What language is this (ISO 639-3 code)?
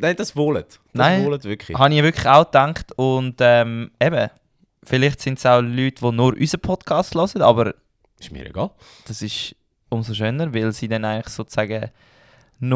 gsw